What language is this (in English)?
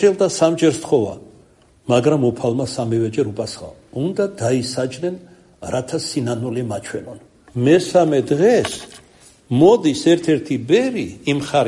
Georgian